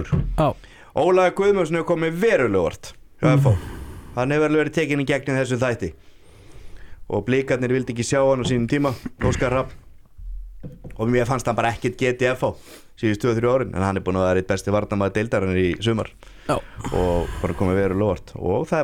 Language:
Icelandic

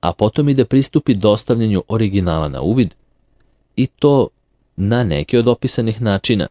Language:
Serbian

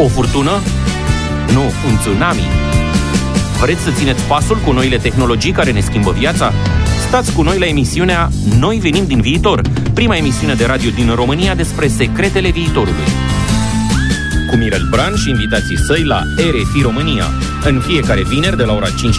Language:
Romanian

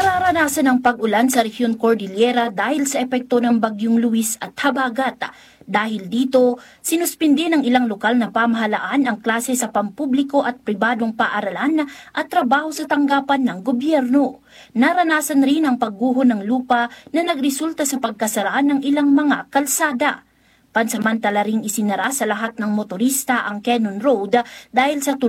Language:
Filipino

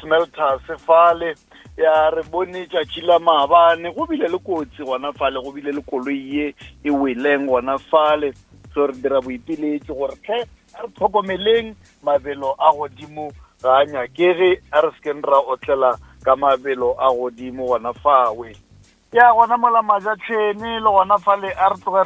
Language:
Northern Sotho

